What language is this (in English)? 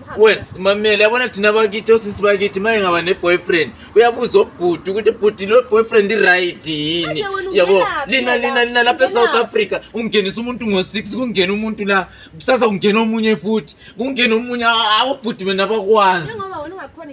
Zulu